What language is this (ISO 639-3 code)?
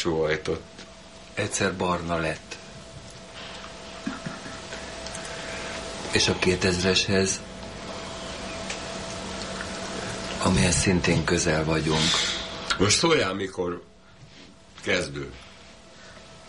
hun